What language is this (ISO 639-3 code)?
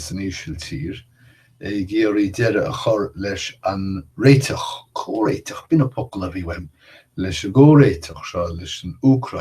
gle